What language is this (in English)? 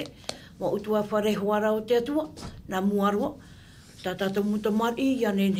Tahitian